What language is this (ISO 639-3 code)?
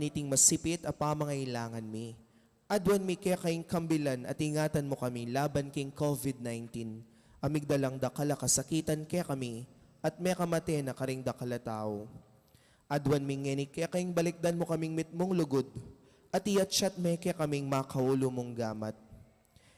pam